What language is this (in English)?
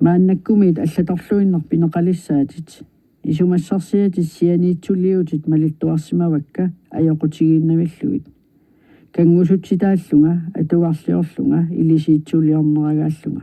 Kalaallisut